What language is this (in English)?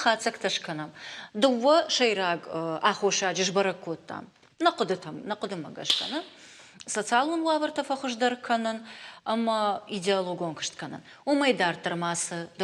Ossetic